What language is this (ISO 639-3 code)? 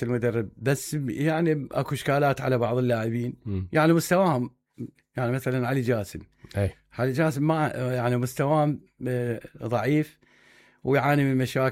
acm